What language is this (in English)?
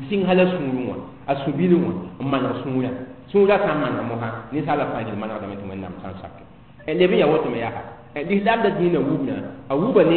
Mossi